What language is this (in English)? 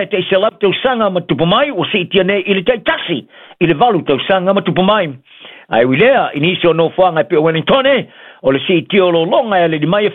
Samoan